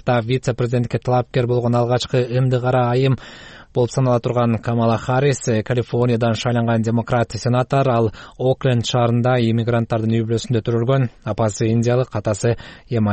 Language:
Kyrgyz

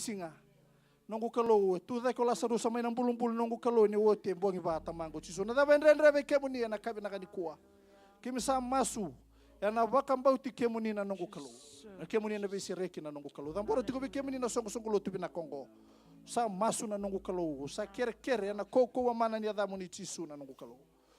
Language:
Fijian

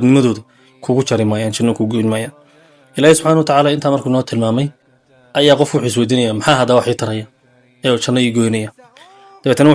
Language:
Somali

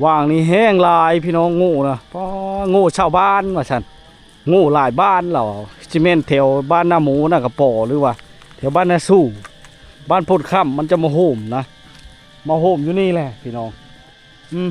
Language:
Lao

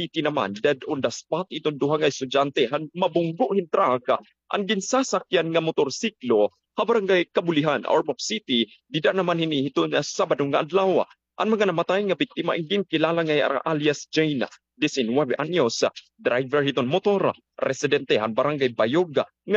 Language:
Waray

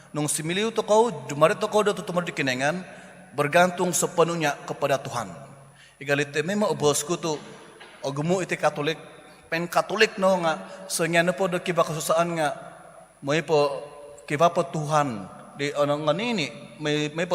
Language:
Central Dusun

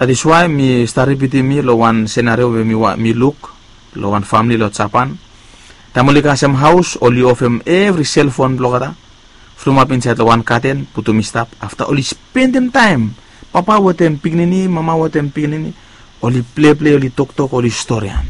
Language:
Bislama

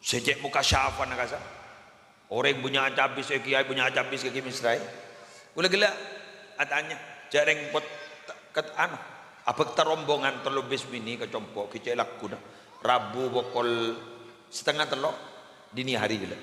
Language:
Madurese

